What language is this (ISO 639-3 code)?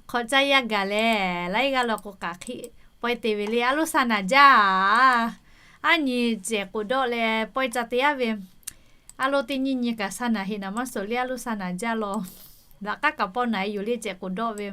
lhu